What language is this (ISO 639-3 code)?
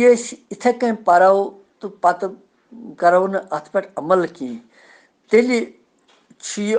kas